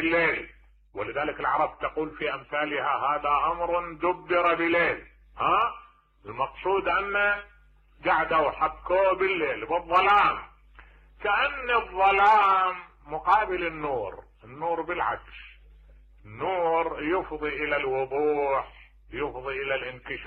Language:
Mesopotamian Arabic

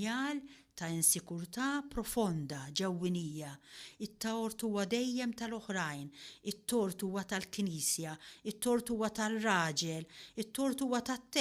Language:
Maltese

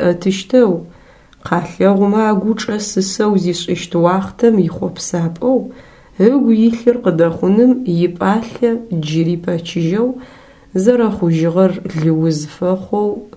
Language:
Adyghe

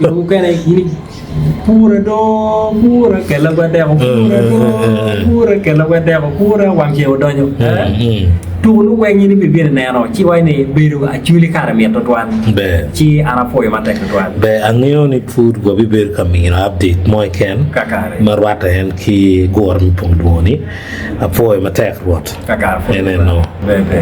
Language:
Acoli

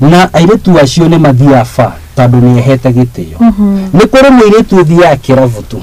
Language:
Kikuyu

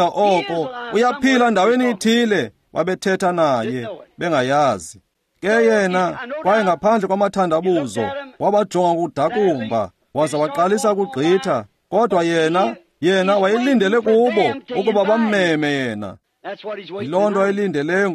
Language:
Xhosa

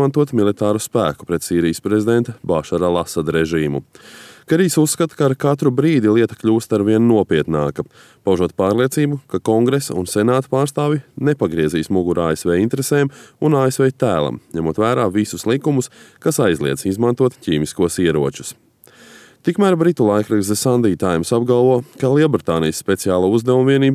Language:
Latvian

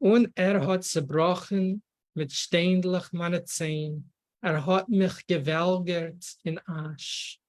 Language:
Yiddish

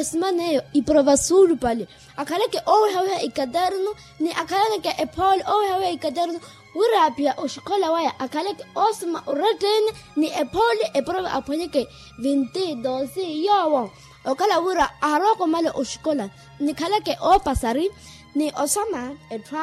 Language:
Makhuwa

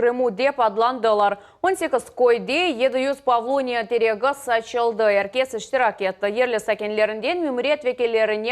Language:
Crimean Tatar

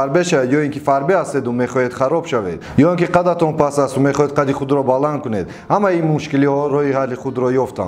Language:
Tajik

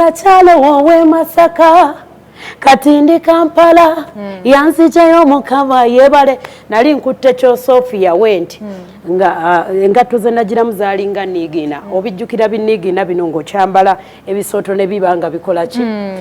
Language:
Ganda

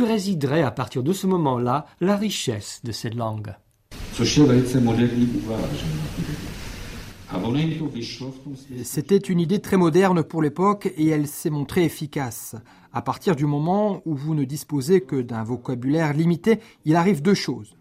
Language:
French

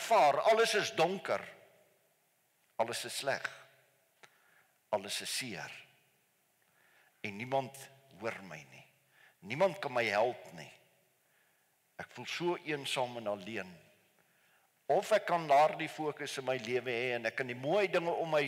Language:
Afrikaans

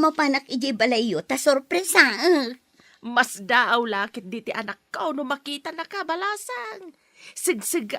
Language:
Iloko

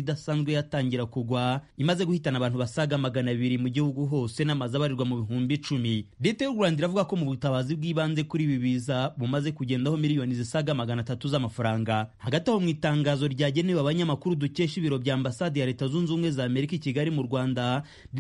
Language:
Kinyarwanda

